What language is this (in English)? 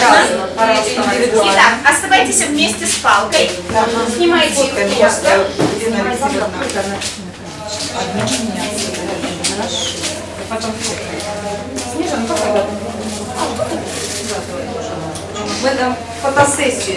Russian